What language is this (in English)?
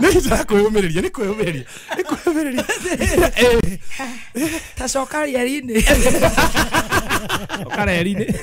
Kikuyu